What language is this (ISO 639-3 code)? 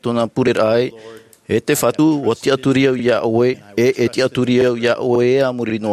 tah